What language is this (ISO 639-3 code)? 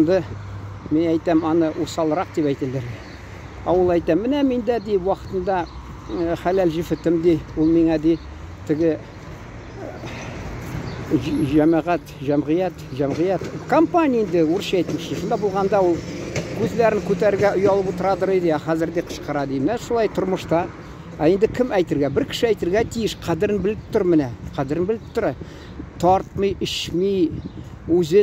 tat